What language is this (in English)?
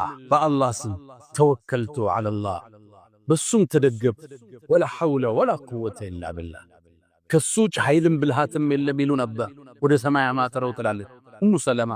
Amharic